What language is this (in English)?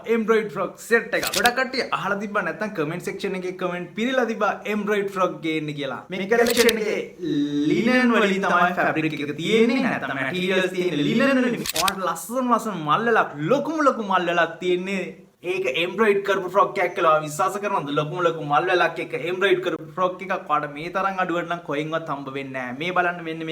Sinhala